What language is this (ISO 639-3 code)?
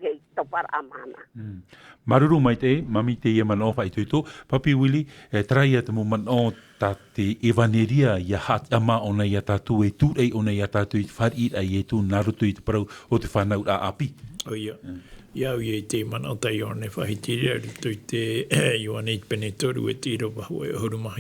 tah